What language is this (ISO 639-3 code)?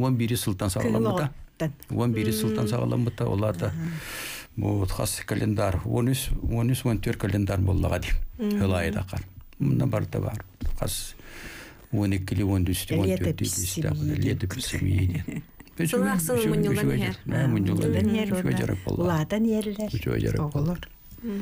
sah